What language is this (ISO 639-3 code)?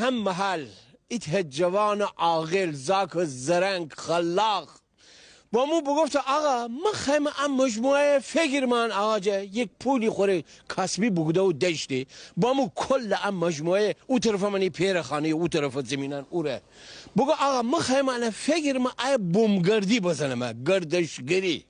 glk